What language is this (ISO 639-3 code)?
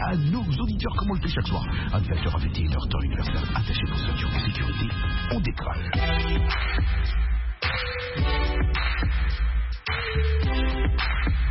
fra